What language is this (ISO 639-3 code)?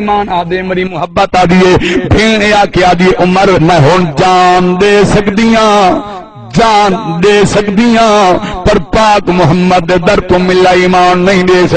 skr